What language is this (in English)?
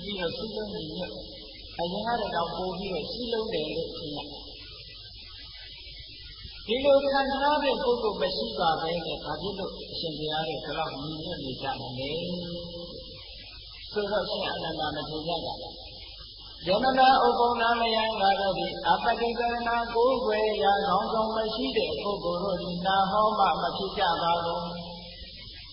Burmese